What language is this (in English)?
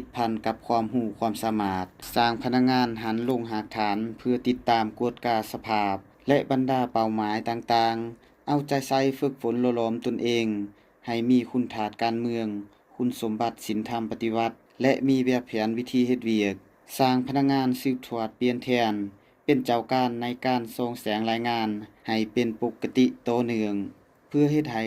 Lao